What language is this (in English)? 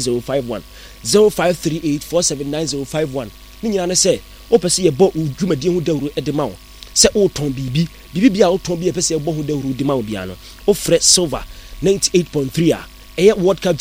Akan